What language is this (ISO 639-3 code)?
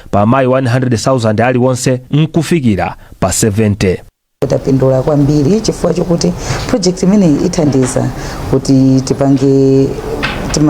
nya